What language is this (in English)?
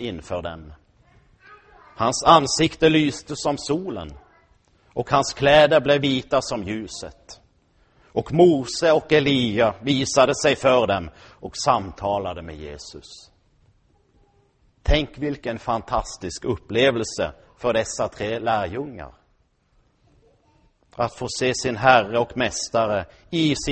Swedish